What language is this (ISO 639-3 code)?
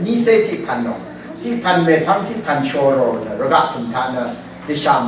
raw